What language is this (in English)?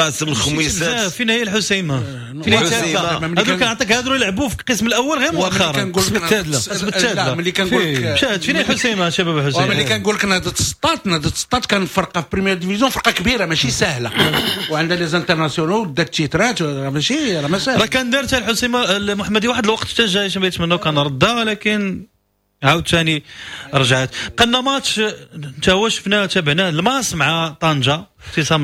Moroccan Arabic